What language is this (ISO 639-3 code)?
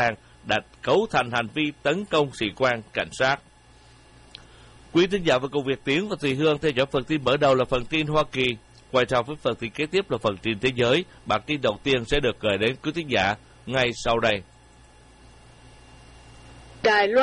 vie